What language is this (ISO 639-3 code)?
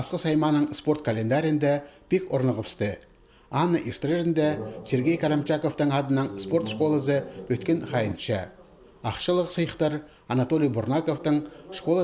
kjh